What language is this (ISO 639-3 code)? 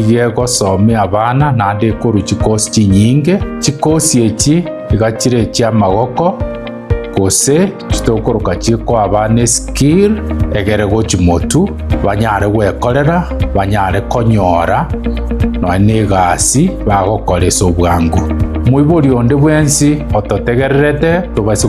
guz